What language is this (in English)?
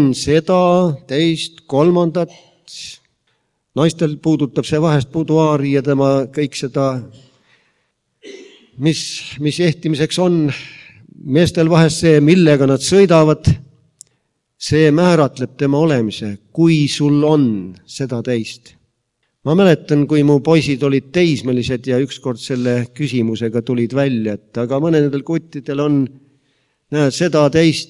Estonian